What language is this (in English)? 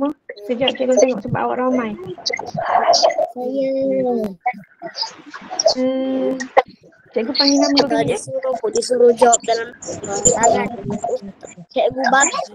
Malay